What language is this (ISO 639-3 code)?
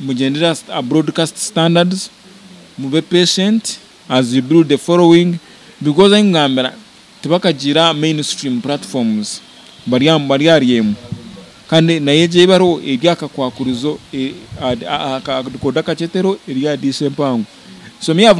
nyn